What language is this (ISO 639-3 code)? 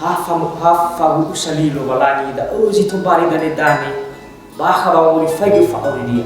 nia